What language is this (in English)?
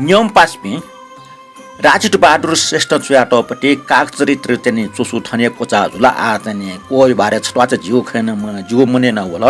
Newari